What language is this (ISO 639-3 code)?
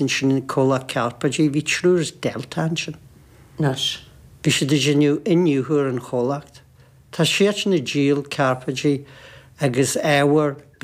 gle